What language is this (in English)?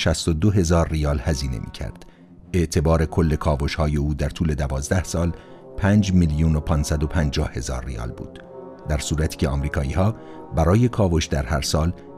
Persian